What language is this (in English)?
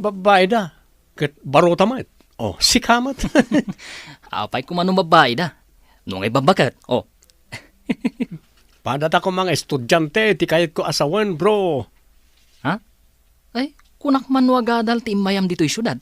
Iloko